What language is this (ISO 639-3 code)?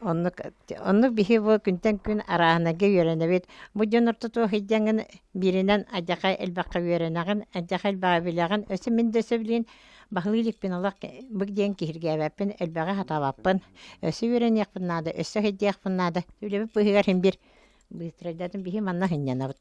sah